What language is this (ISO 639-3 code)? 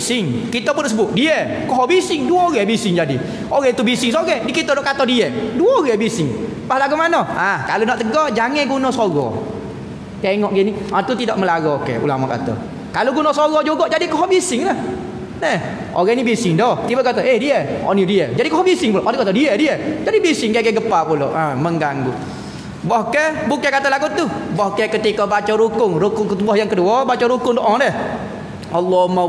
msa